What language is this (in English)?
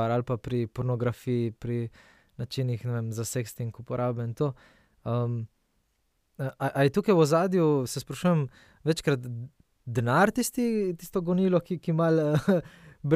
Slovenian